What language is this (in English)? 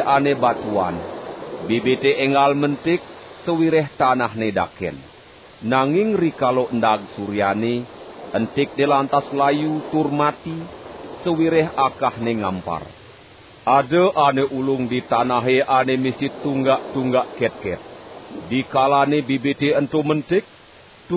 Balinese